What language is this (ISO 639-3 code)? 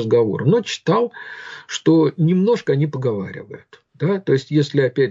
rus